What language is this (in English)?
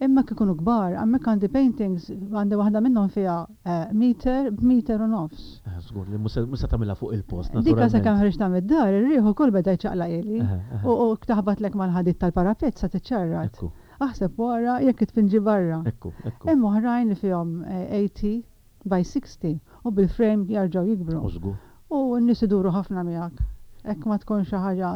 Maltese